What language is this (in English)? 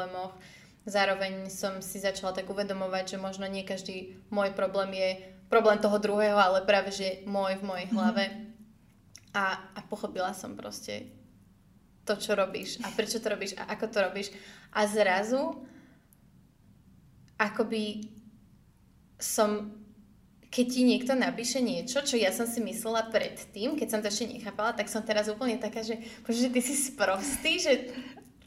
Slovak